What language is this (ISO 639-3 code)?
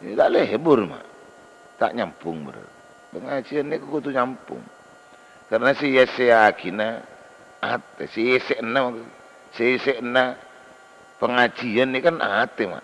mad